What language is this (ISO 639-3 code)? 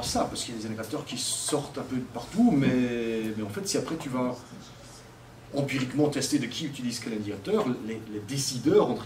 fra